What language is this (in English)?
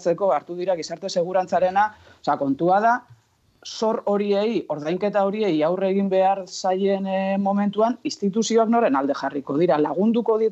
Basque